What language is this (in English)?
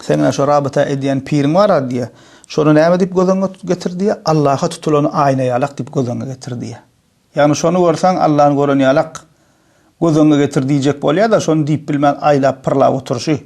Turkmen